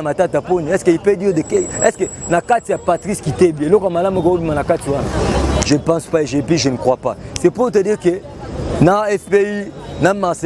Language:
Lingala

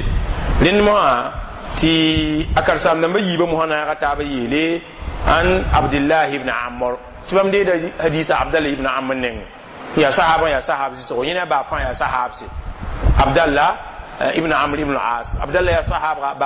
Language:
Mossi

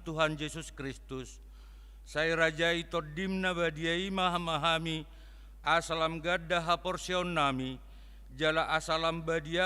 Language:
Batak Toba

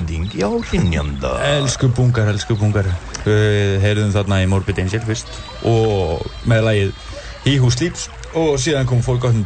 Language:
Icelandic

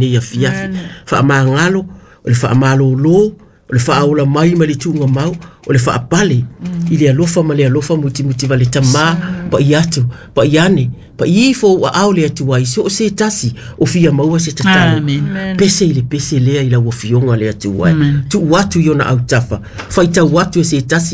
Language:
Samoan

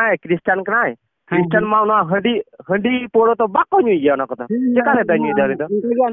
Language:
Santali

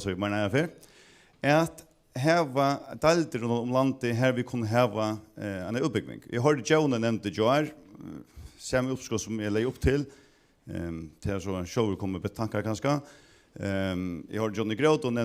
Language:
Faroese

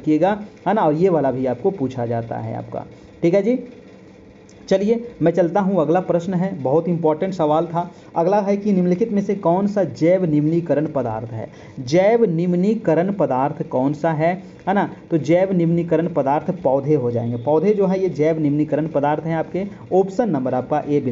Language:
Hindi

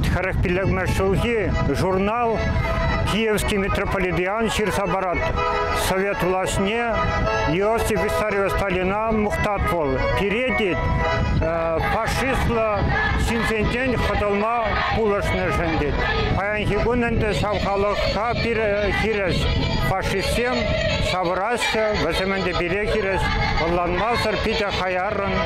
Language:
Chuvash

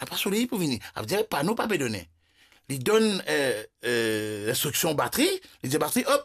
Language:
Morisyen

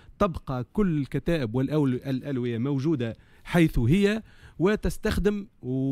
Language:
Tunisian Arabic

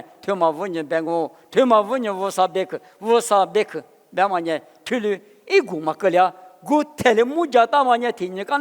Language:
Lisu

